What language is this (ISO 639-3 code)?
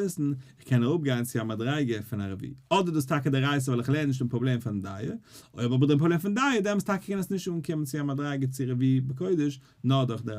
yid